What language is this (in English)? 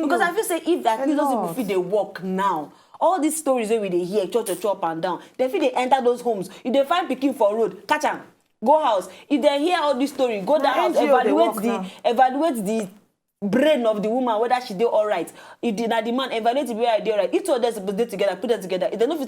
Nigerian Pidgin